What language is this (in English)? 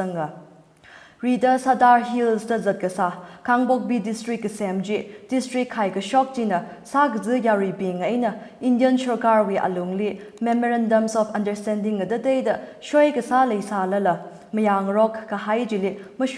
Tangkhul Naga (India)